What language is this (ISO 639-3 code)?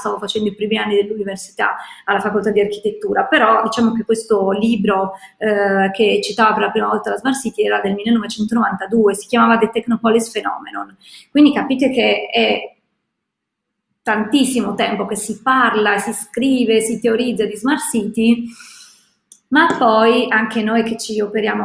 ita